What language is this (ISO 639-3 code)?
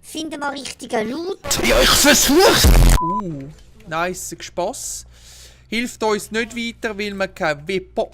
gsw